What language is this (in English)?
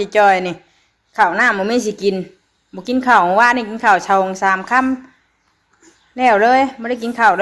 Northeastern Thai